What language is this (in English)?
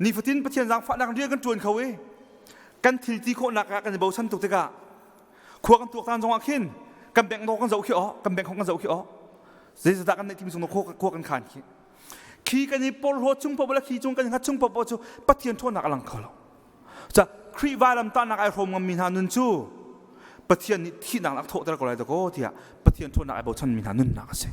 Hakha Chin